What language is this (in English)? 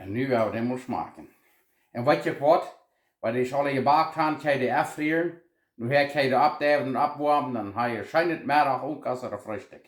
Plautdietsch